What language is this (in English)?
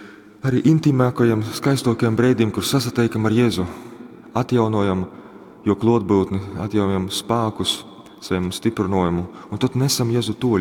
Latgalian